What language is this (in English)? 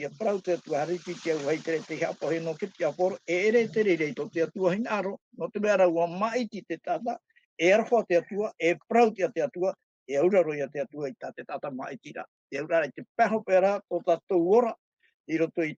Tahitian